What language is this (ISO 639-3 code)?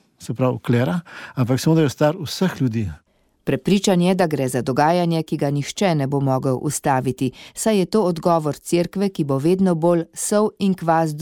slv